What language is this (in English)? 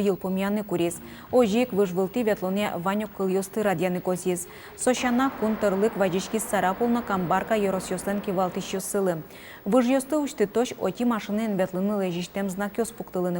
Udmurt